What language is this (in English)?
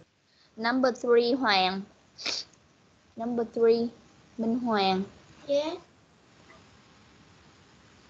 Vietnamese